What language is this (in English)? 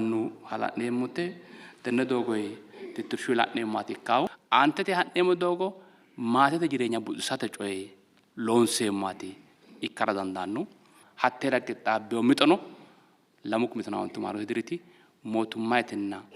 Sidamo